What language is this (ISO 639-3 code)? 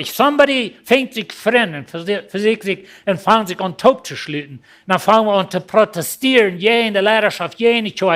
pdt